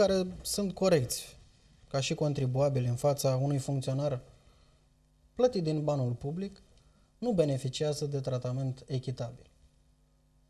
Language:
Romanian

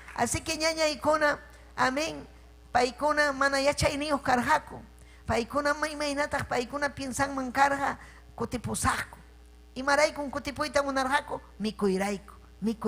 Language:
Ayacucho Quechua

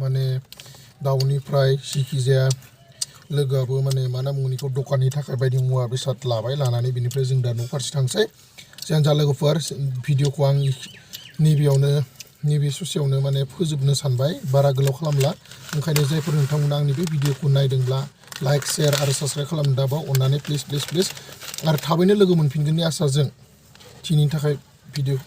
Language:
Bodo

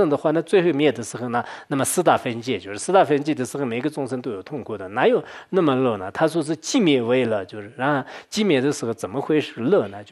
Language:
Chinese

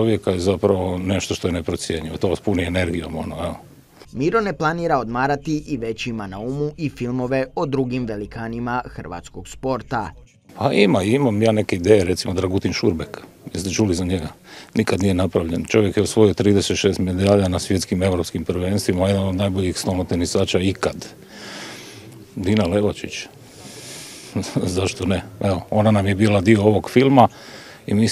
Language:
Croatian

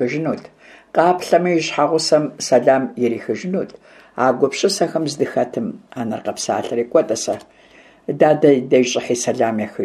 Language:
Kabardian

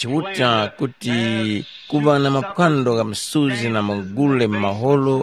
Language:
Tumbuka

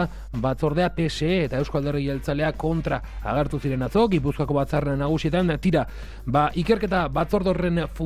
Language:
Basque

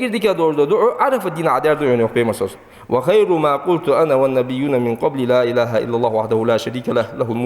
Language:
Ingush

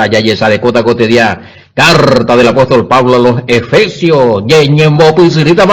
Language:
Guarani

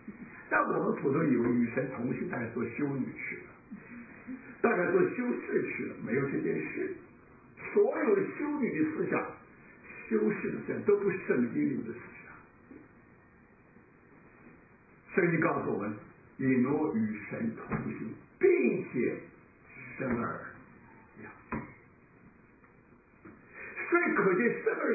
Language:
Chinese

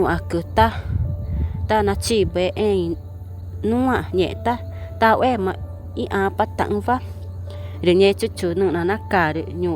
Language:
Ticuna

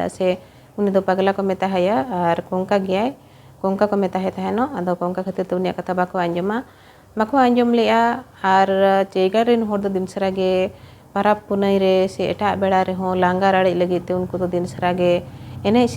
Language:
Santali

